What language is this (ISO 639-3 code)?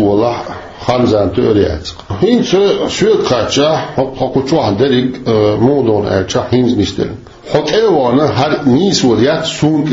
che